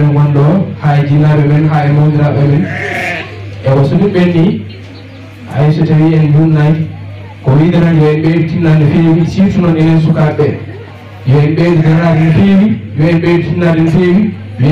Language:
Fula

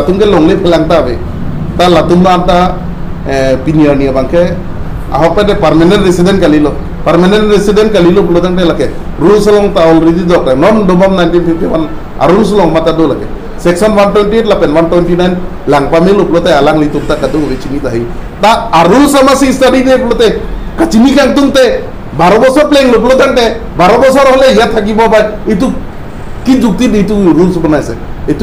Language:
Karbi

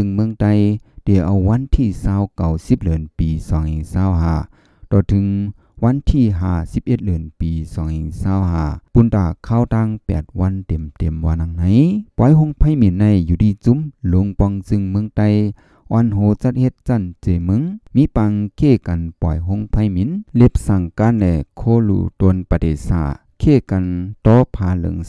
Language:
Shan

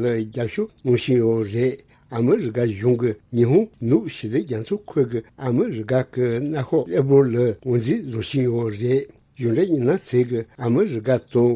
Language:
Tibetan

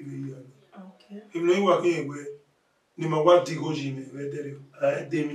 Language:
Bini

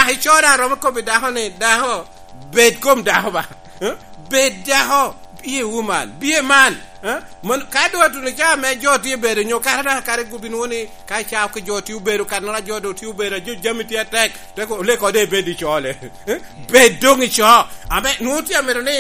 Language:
Lango (Uganda)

